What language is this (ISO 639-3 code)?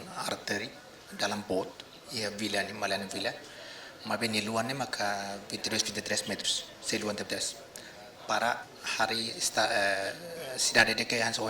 tet